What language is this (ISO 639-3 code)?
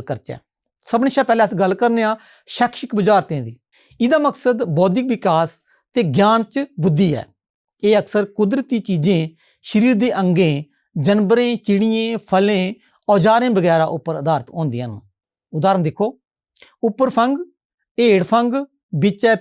doi